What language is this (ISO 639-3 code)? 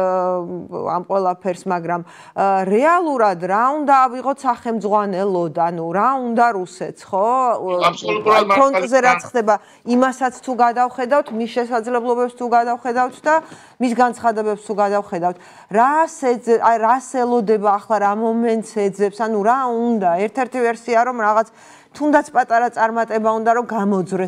kat